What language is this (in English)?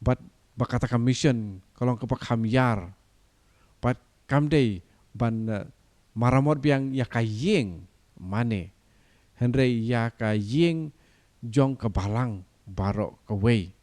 Khasi